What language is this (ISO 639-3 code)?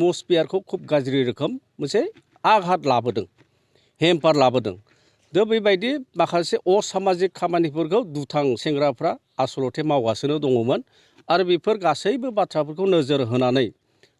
brx